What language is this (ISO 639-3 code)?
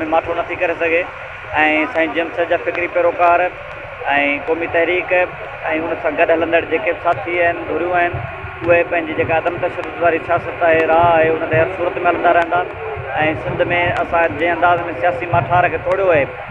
snd